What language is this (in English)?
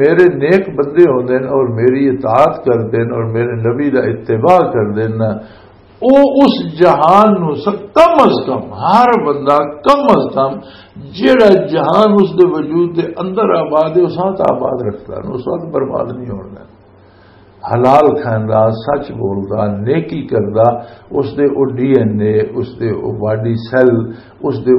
Western Panjabi